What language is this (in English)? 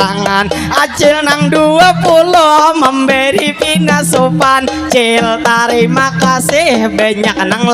Banjar